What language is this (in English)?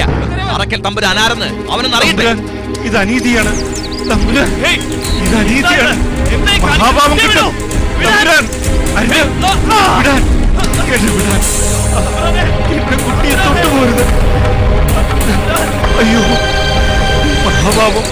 Malayalam